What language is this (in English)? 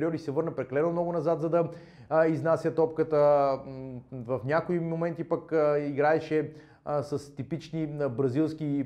Bulgarian